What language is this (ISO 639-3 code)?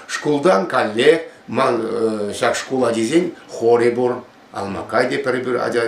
chv